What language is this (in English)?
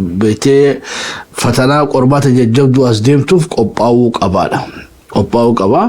Oromo